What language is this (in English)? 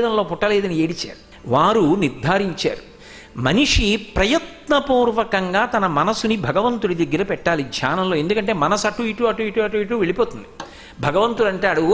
Telugu